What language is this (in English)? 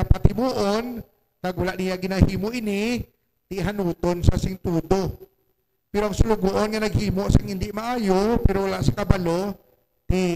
Hiligaynon